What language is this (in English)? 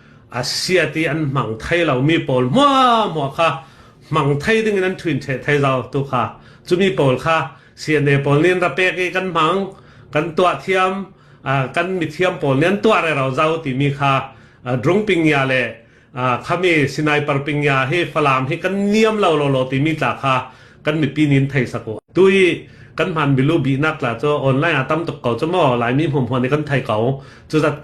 Hakha Chin